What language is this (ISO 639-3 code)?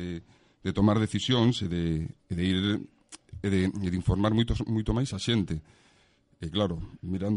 glg